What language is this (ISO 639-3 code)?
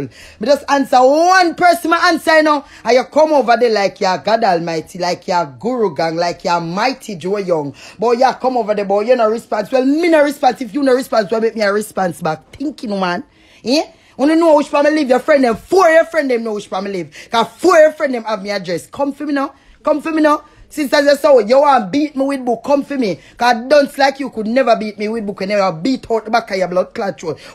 jam